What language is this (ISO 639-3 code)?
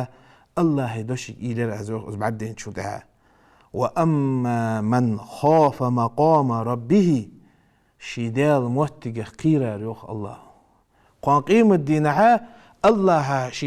inh